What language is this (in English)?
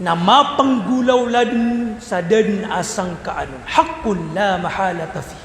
Maranao